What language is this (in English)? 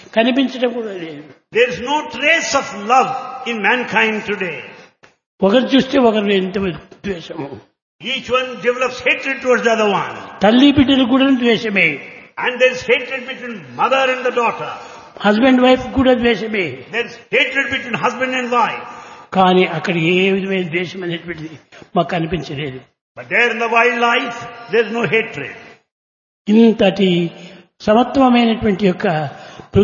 Telugu